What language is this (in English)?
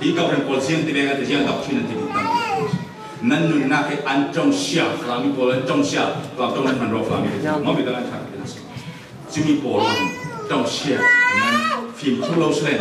Falam Chin